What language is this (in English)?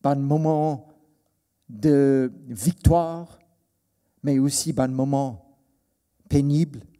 Morisyen